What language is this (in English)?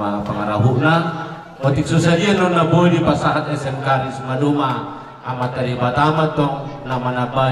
Batak Toba